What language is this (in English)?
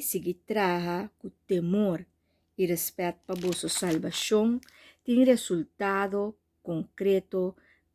Papiamento